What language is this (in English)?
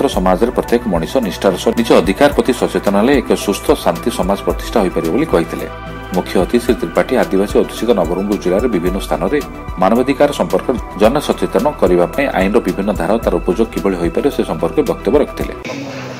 Odia